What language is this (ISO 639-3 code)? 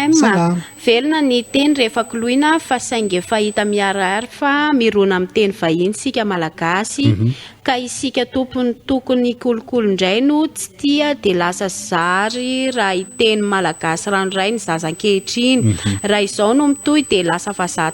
mlg